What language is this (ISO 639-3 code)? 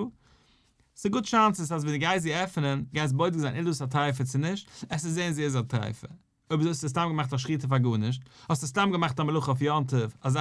yid